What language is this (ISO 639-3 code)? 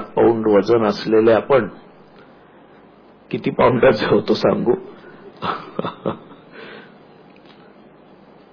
mar